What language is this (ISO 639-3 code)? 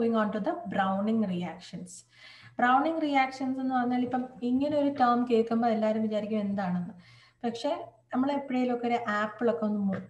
mal